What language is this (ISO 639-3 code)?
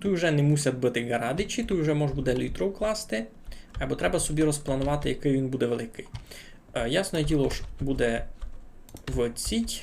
rue